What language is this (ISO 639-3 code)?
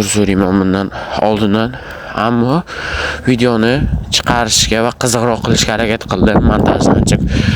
uzb